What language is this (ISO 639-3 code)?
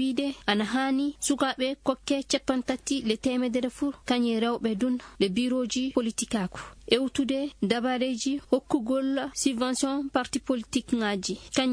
ful